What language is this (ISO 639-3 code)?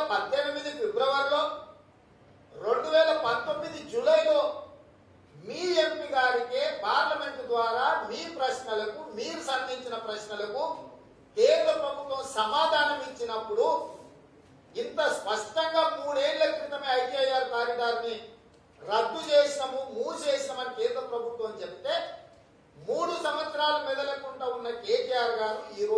tel